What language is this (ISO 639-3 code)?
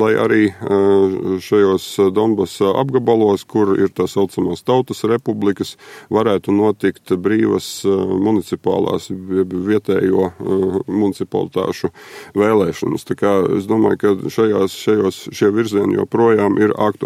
lav